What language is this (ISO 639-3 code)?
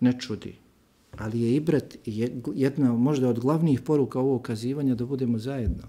bos